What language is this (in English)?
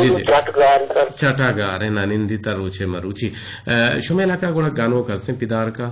Eastern Balochi